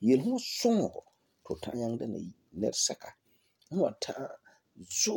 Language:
Frafra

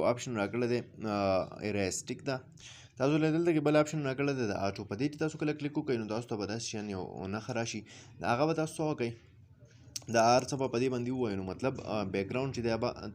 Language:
Pashto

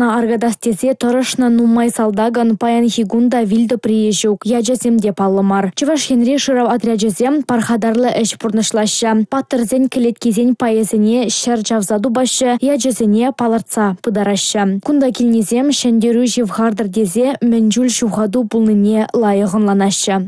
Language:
Chuvash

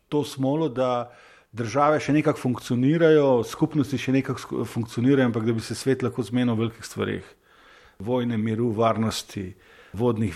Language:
Slovenian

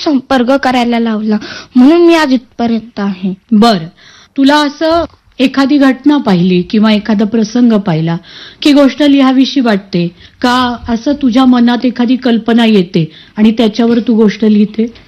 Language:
Marathi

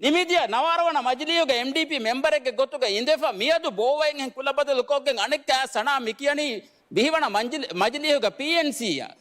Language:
Divehi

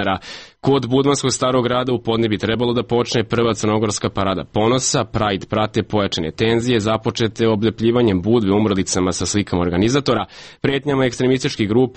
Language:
Serbian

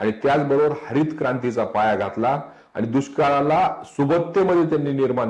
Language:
Marathi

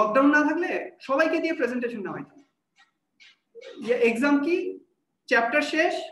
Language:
Bangla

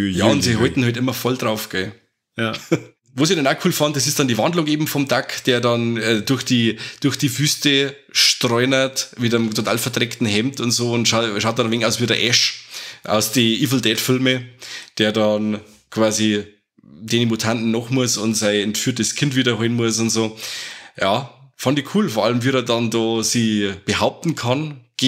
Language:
Bavarian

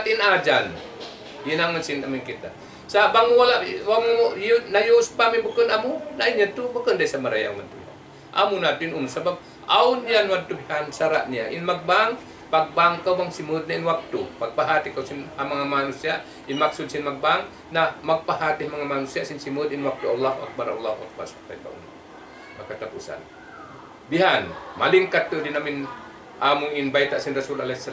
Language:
Tausug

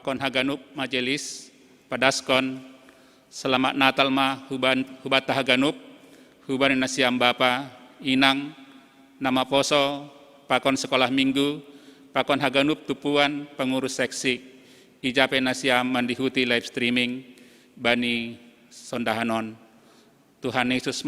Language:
Batak Simalungun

